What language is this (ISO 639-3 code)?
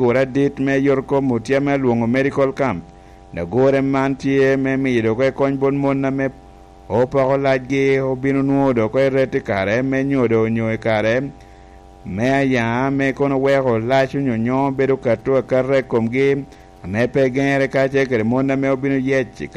laj